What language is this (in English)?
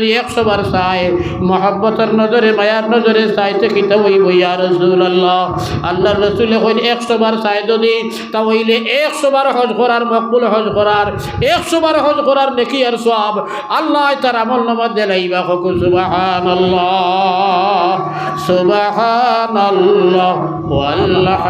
Sylheti